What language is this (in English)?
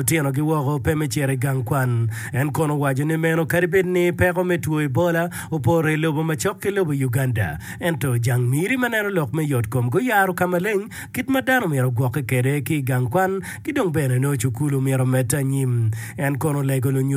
Acoli